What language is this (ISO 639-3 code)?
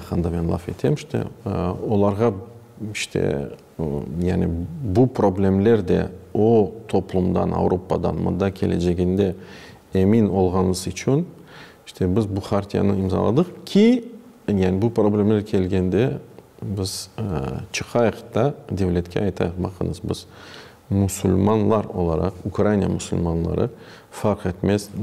crh